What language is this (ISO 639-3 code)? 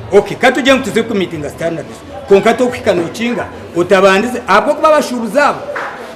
nyn